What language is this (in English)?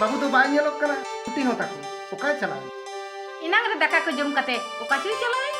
Santali